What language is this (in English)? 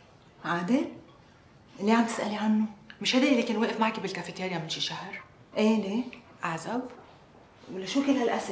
North Levantine Arabic